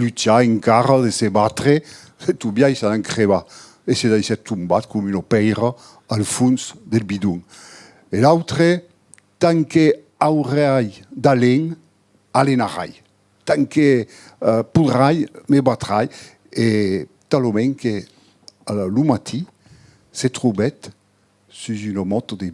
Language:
Occitan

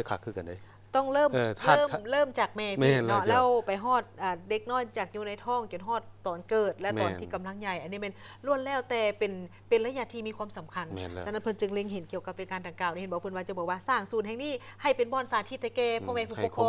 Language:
Lao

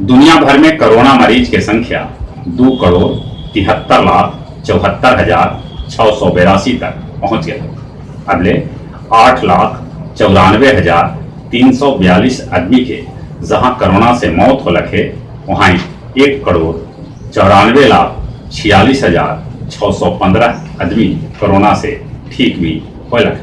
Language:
Magahi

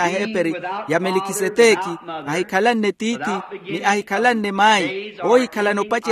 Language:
Makhuwa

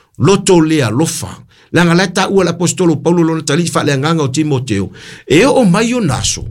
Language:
Samoan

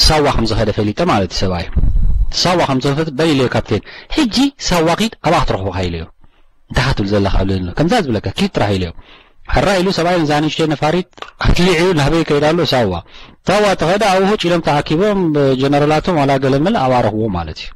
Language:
Tigrinya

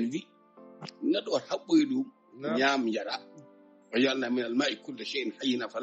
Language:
Fula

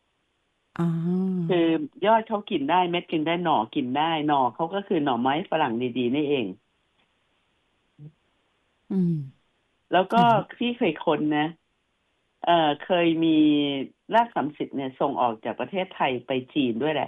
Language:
Thai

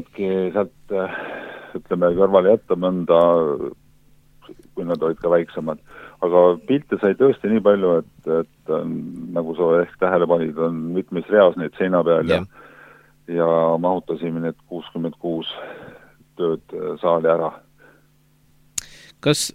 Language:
Estonian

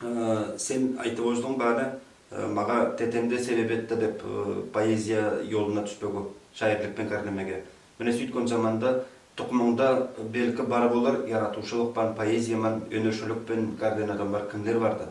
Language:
Nogai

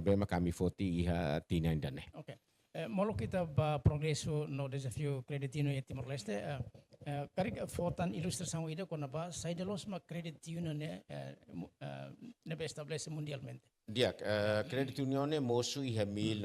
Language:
Tetum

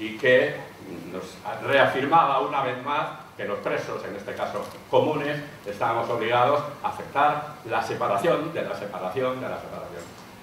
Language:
Spanish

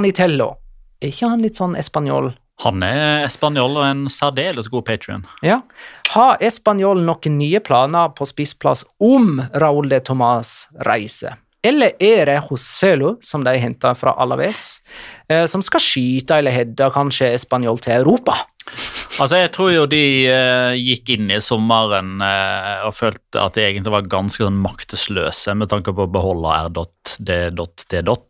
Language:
Norwegian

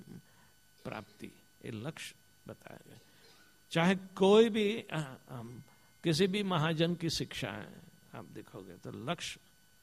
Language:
Hindi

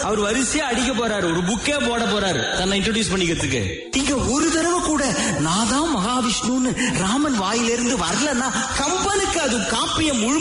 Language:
Tamil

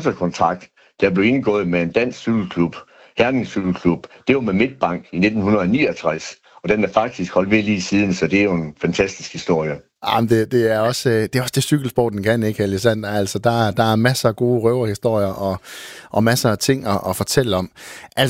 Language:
Danish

